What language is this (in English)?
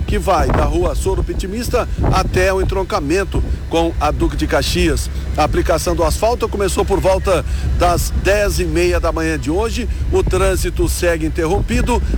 Portuguese